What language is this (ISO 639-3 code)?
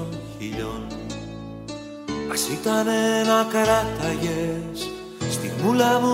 ell